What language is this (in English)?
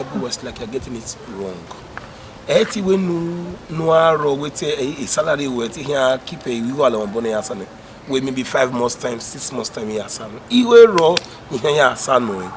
Bini